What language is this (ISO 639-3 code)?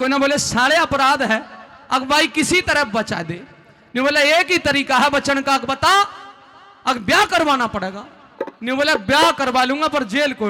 bgc